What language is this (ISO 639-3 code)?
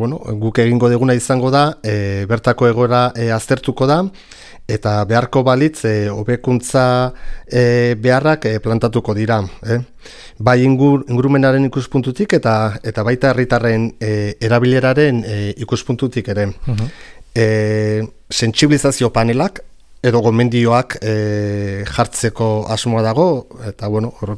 eus